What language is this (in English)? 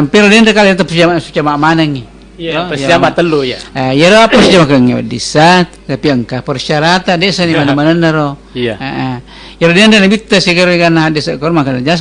Buginese